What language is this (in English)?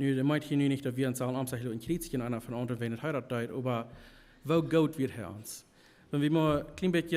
Plautdietsch